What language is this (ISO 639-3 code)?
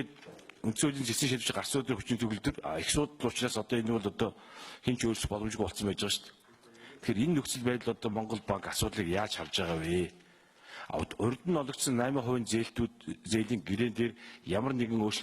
mon